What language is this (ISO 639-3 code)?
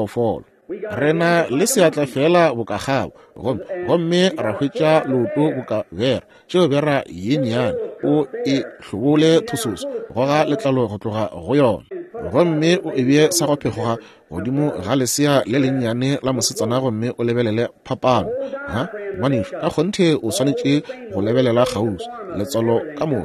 nso